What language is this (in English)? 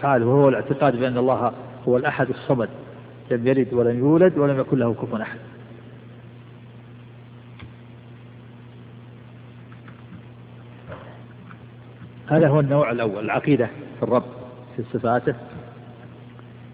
Arabic